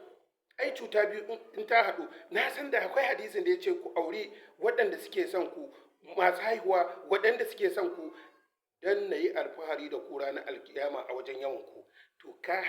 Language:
Hausa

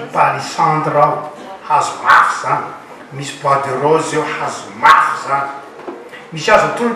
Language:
Malagasy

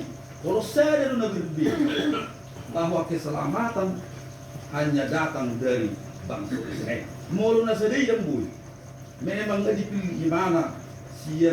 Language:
Batak Toba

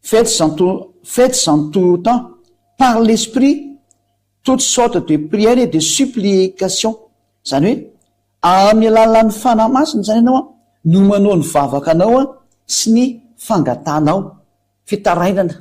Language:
Malagasy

